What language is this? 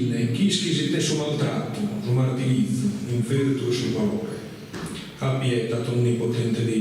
Sardinian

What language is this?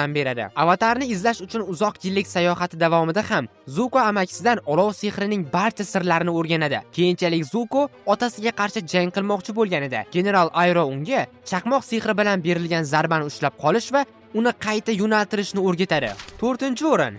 Uzbek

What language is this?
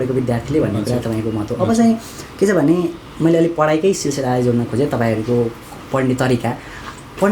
Nepali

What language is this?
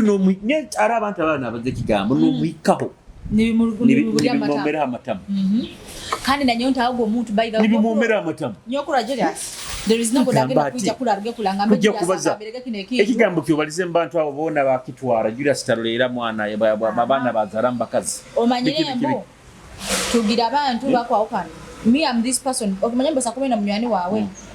Nyoro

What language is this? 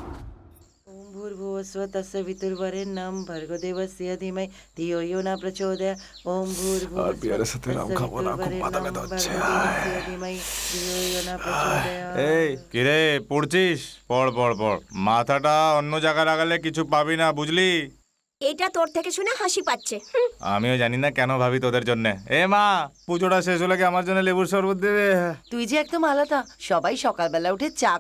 Bangla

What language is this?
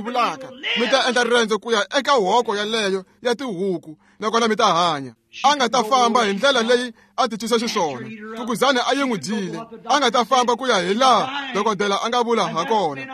Tsonga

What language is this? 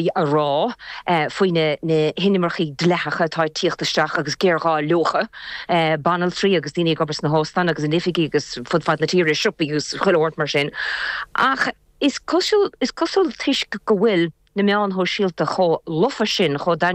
Irish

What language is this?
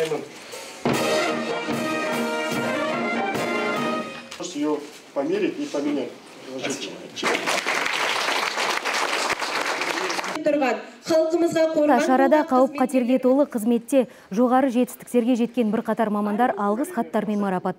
Kazakh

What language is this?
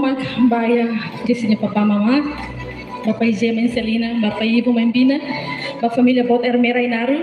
Tetum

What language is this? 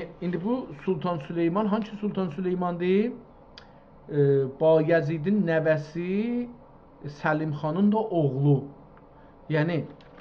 South Azerbaijani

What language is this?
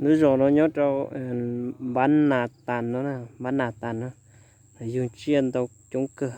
Hmong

